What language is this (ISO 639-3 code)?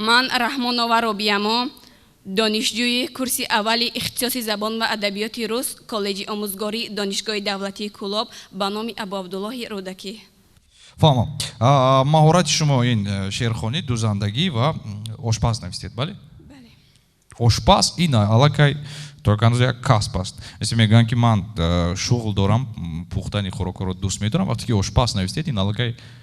tgk